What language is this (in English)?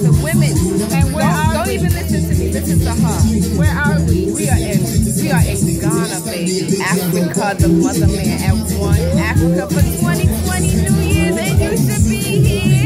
English